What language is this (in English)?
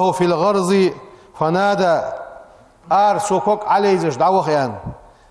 Ingush